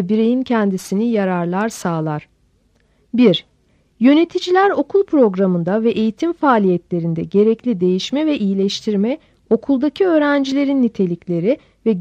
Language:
Turkish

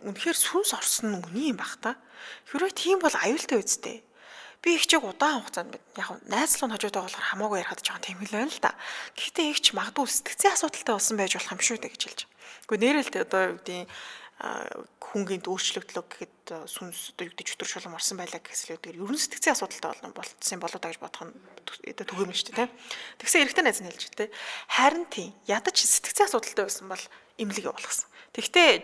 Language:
Mongolian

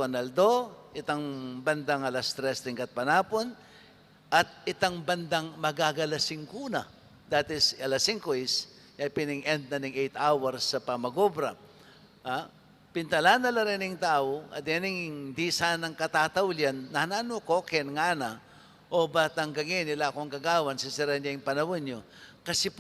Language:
Pampanga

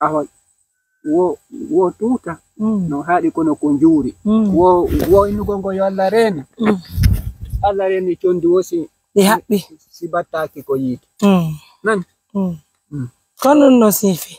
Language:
Pular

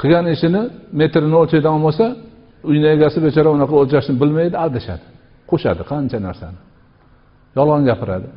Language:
Uzbek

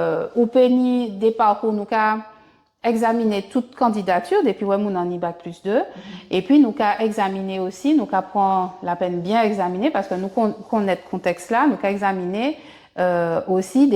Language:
Guadeloupean Creole French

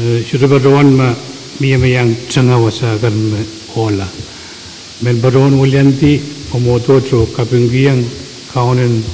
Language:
Pohnpeian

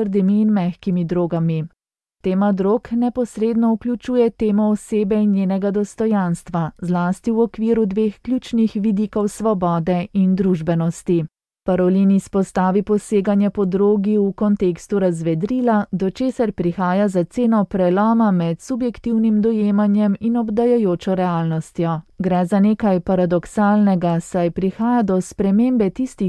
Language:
Slovenian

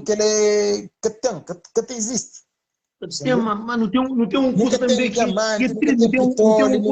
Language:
Kabuverdianu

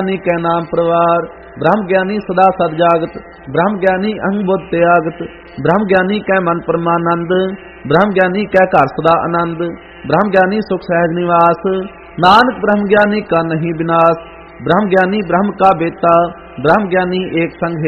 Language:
Punjabi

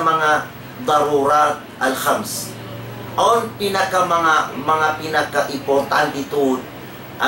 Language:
Tausug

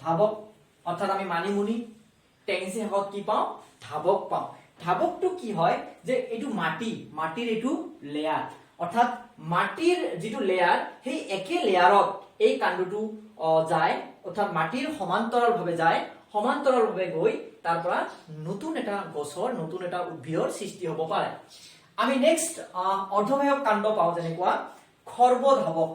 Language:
Assamese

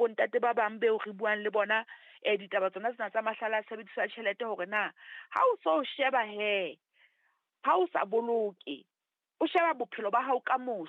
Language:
Southern Sotho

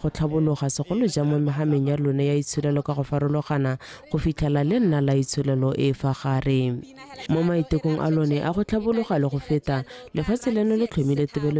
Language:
Tswana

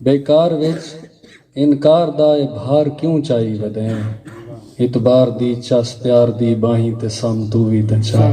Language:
Saraiki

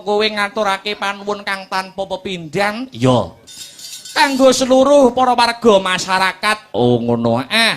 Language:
Javanese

